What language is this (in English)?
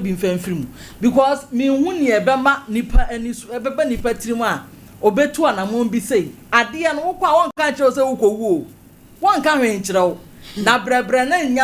Akan